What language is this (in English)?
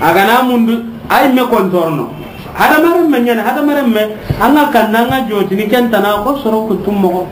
Soninke